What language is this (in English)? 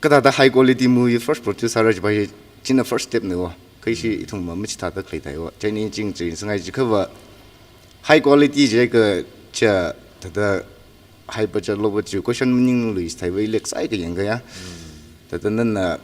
Tangkhul Naga (India)